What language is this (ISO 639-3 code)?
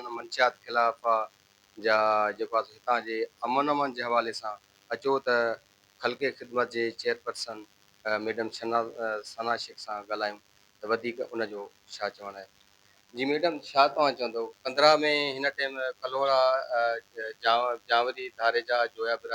snd